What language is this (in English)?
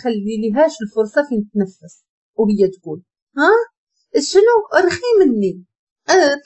Moroccan Arabic